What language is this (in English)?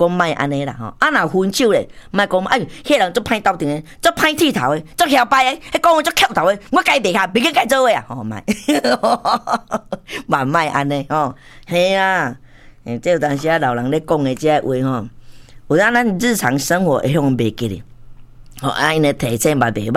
Min Nan Chinese